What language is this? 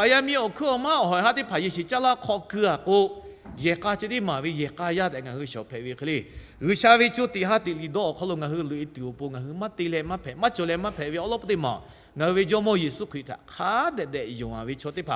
Lahu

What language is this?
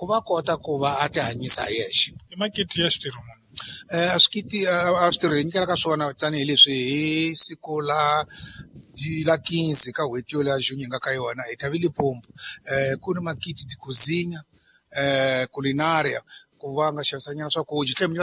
Tsonga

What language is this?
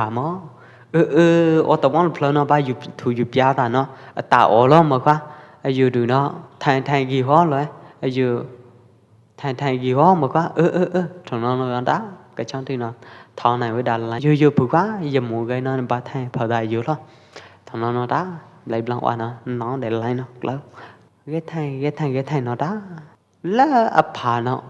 Pwo Eastern Karen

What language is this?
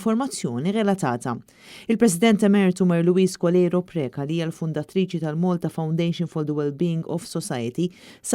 Maltese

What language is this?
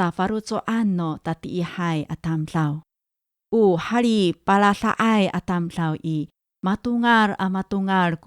Amis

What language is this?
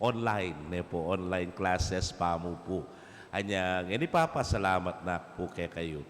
Pampanga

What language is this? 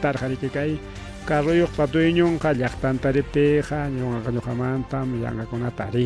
Ayacucho Quechua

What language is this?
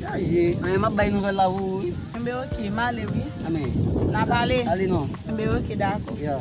Haitian Creole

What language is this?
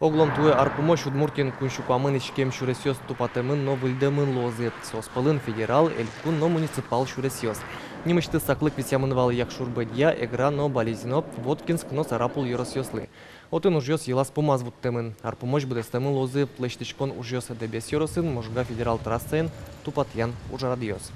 Udmurt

